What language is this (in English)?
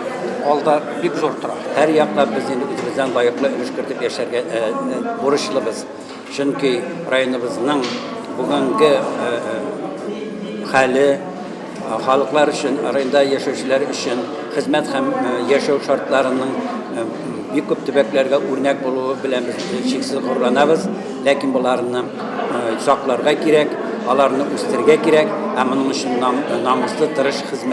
Tatar